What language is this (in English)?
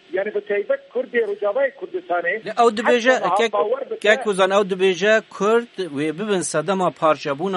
Kurdish